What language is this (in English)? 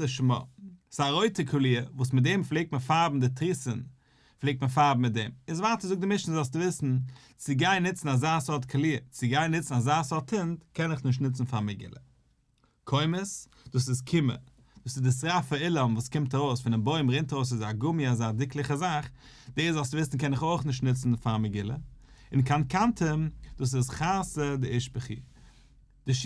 Yiddish